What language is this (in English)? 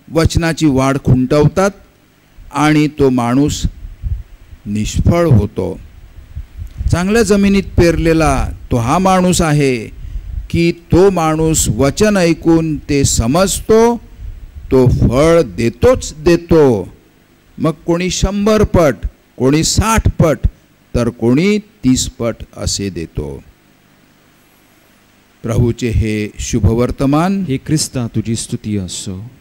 Marathi